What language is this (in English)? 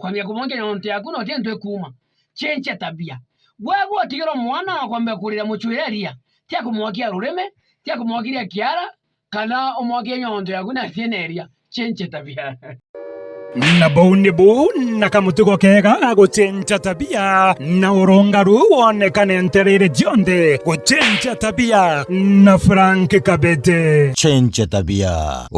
Meru